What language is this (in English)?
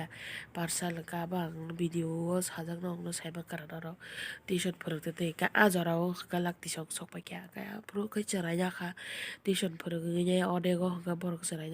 Kok Borok